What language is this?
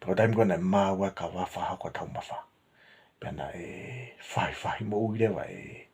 Tongan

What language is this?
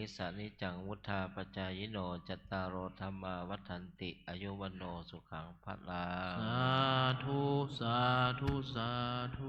Pali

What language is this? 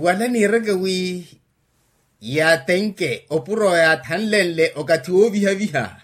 Makhuwa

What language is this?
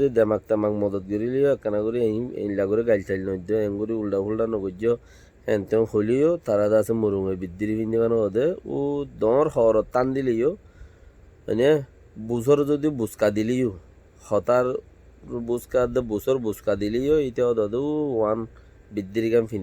Rohingya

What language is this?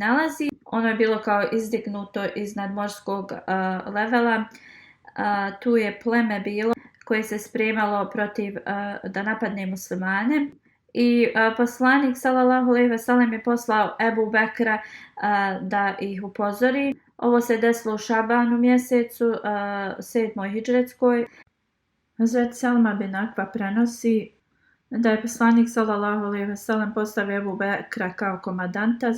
Bosnian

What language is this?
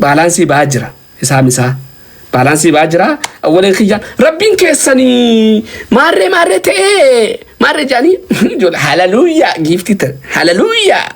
Oromo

